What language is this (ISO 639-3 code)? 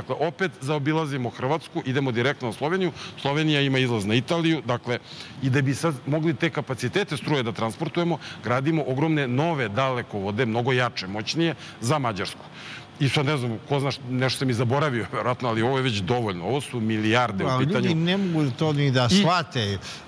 srp